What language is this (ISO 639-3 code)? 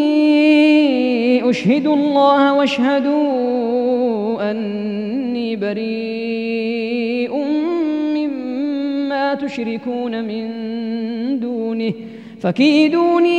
ara